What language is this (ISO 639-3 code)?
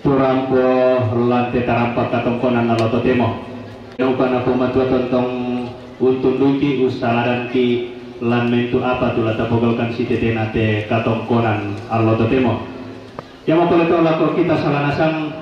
sda